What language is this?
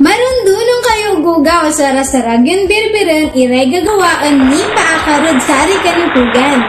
Pangasinan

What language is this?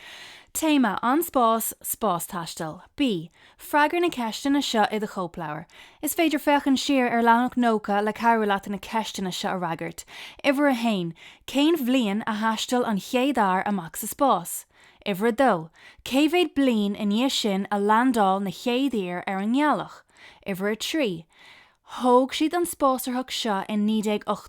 Irish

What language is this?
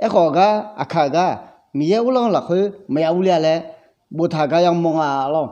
Akha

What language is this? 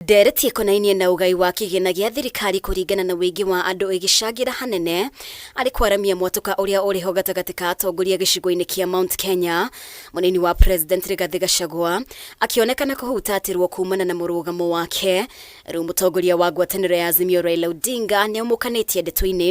Kikuyu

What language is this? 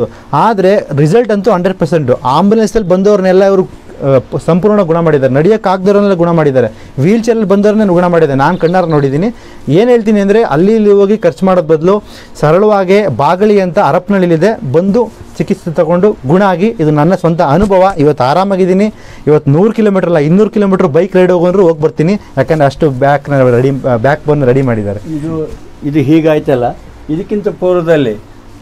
Kannada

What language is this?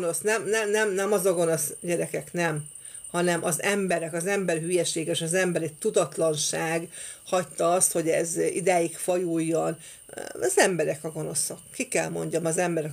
Hungarian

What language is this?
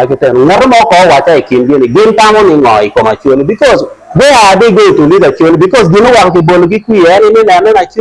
Acoli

